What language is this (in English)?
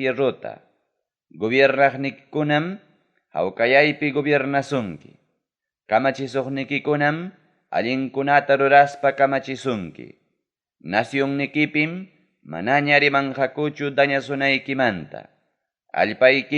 Ayacucho Quechua